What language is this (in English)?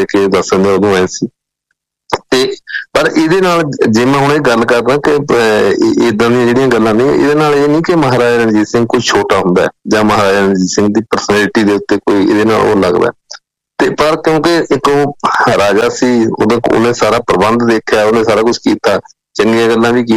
Punjabi